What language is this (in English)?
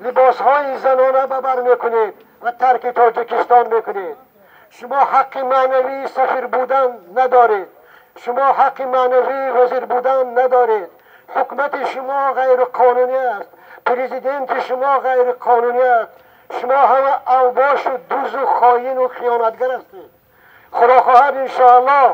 Tajik